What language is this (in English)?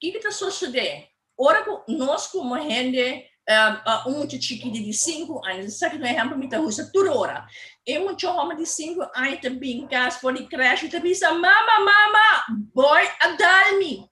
Papiamento